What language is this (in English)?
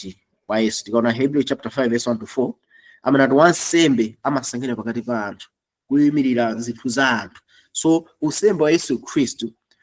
Nyanja